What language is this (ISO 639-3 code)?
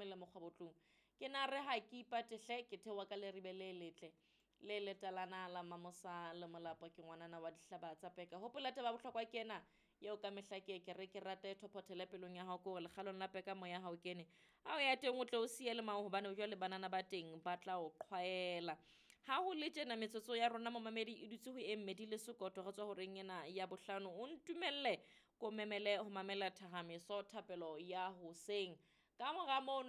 sot